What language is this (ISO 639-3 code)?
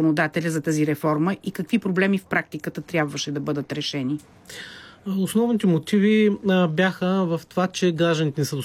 bul